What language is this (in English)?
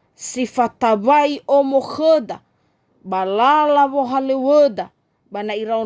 Nias